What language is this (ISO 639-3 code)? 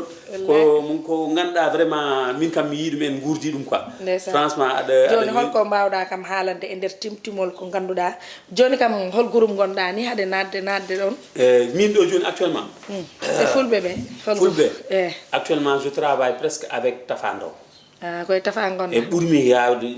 ful